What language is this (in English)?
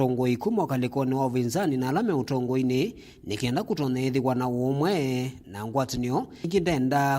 Kamba